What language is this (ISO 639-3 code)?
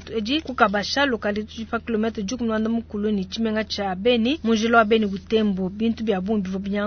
lua